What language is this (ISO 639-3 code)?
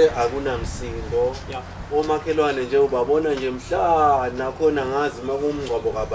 zul